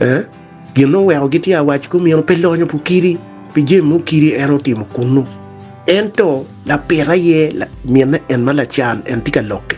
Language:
Acoli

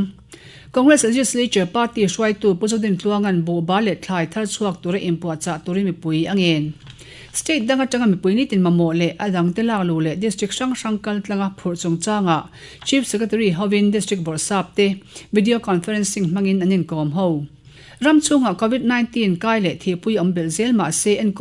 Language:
Mizo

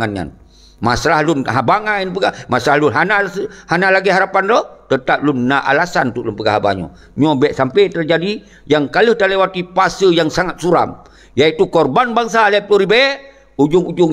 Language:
Achinese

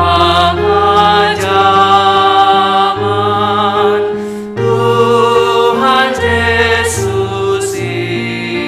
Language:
Batak Simalungun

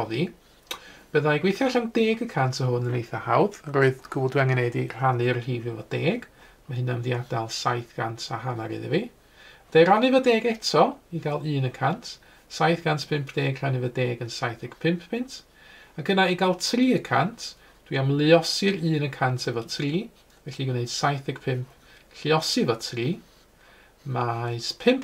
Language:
Welsh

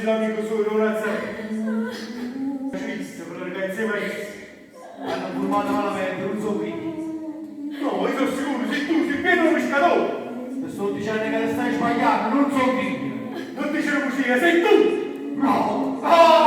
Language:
Neapolitan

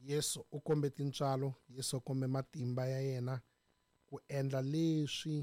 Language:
Tsonga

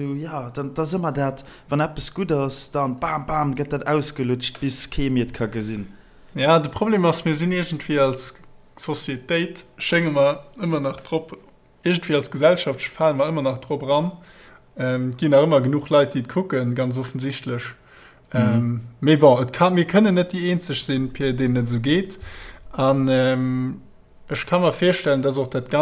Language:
Luxembourgish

